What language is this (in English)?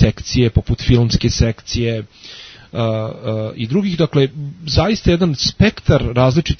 Serbian